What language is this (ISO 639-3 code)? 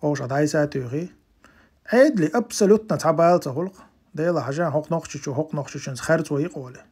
che